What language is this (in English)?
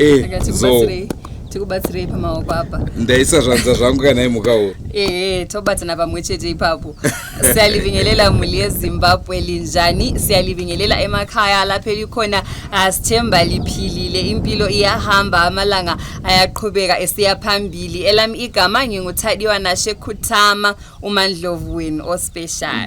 Shona